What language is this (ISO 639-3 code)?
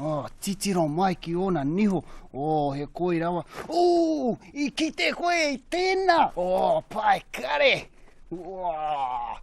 mri